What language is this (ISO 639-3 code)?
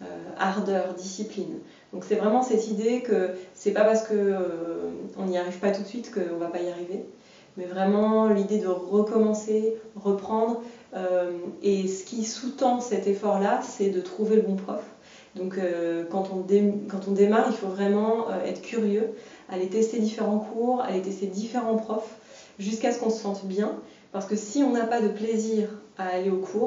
fra